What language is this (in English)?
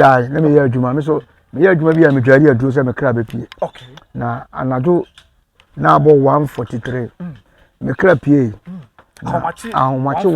Akan